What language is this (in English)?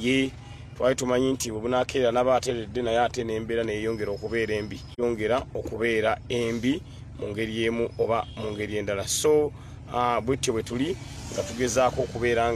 Ganda